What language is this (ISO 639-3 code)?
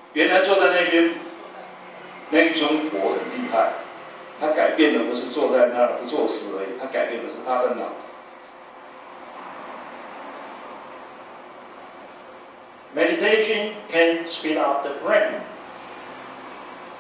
zho